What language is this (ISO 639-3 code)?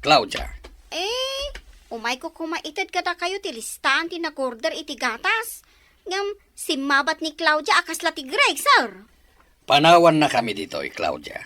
ilo